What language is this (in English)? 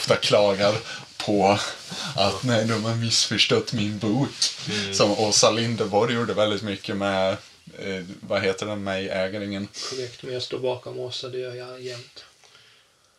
Swedish